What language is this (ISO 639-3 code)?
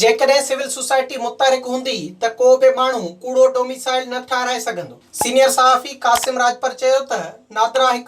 snd